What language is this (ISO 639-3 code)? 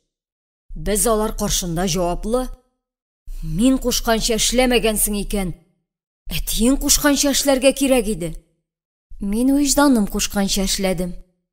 tat